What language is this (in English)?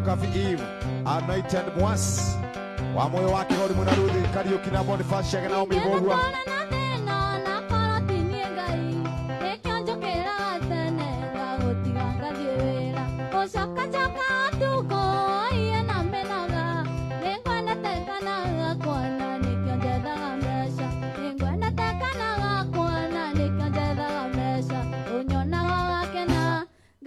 Kikuyu